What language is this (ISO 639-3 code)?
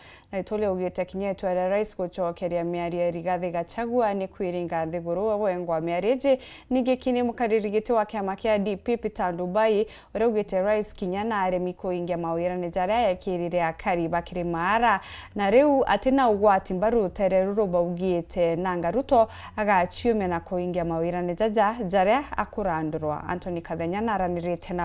mer